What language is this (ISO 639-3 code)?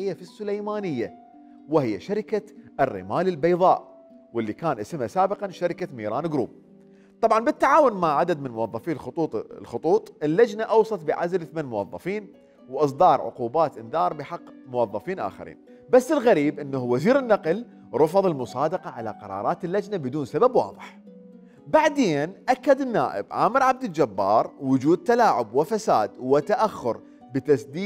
acm